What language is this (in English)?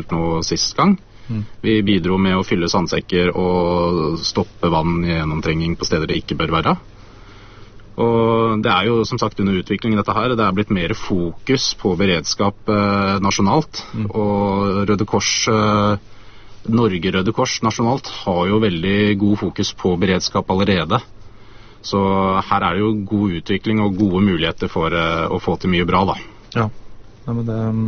Norwegian